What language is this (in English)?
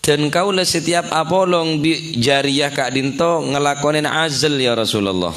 Madurese